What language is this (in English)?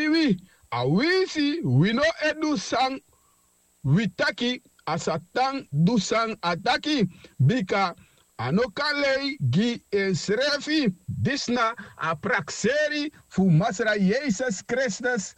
Sranan Tongo